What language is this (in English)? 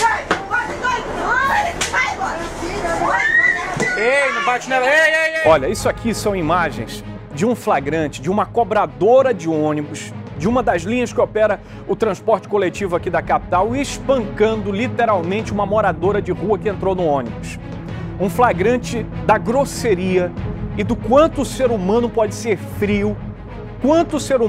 Portuguese